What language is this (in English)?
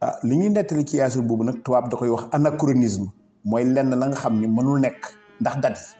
Wolof